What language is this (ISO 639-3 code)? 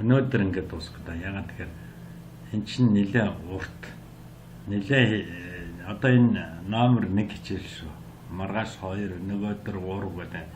mon